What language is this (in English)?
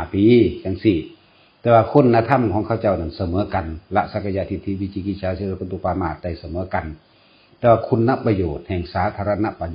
Northeastern Thai